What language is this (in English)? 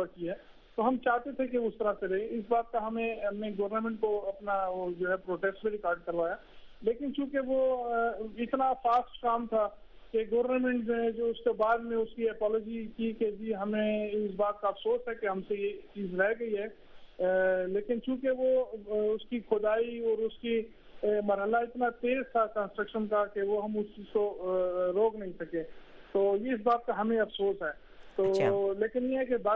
Urdu